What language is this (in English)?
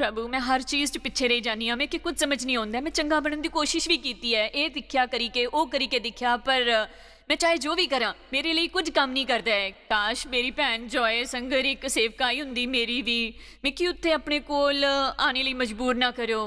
Dogri